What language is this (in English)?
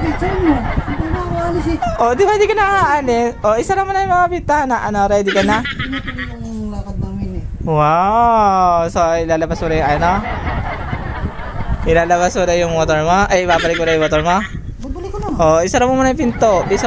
Filipino